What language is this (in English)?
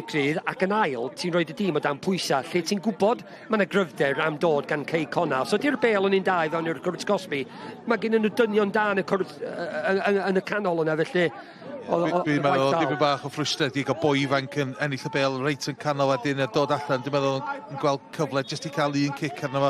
Welsh